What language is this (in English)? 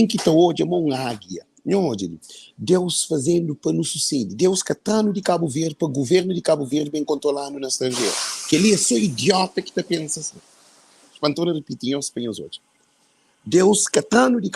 Kabuverdianu